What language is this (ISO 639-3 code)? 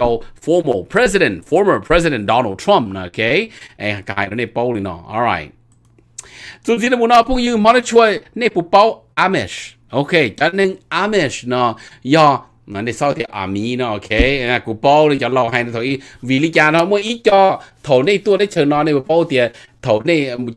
vie